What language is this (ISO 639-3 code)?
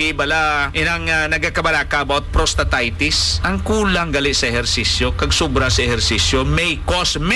hil